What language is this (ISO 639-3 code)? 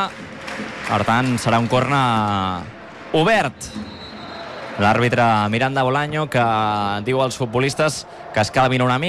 cat